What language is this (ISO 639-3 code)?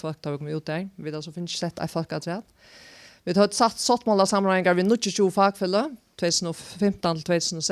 fao